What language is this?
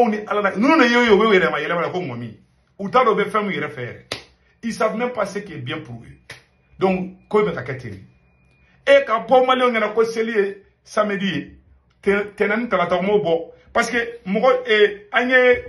Bambara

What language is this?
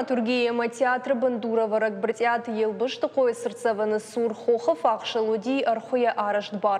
Ossetic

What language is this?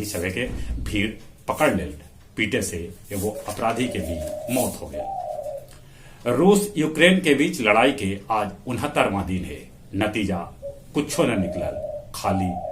Magahi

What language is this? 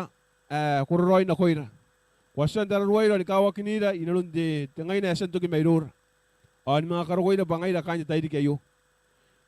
Gilbertese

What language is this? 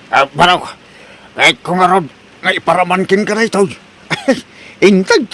Iloko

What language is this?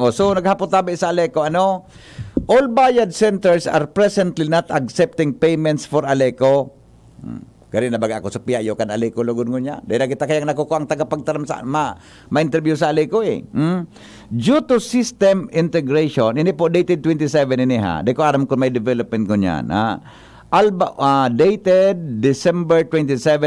Bikol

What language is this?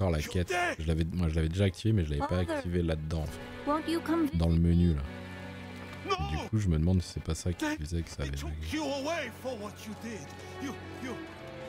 French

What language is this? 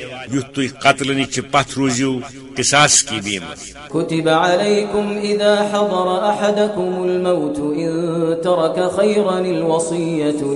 Kashmiri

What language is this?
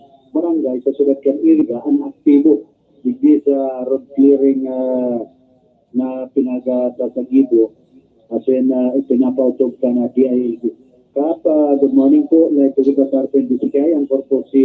Bikol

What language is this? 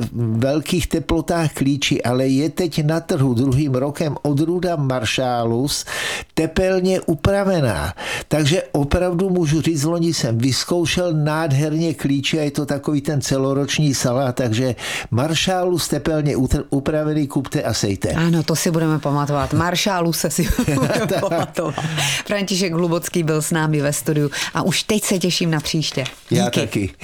Czech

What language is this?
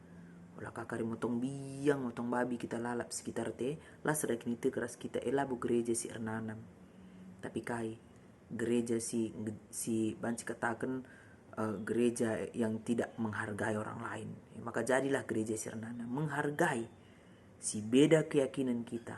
Batak Karo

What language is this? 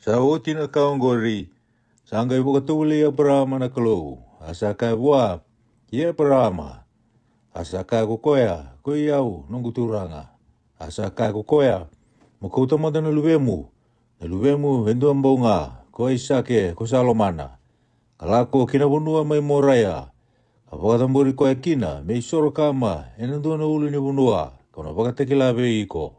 Fijian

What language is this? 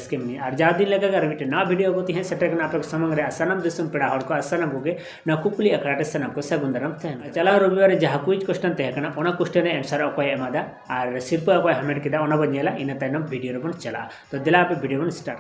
Santali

